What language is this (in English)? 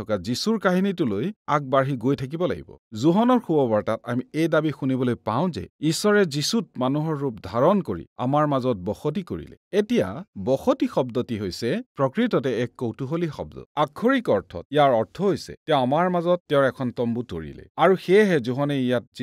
Assamese